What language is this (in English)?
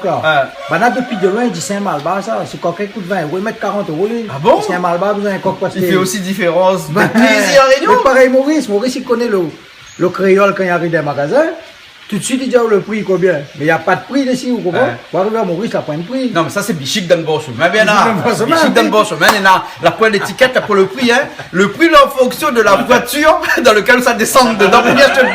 Réunion Creole French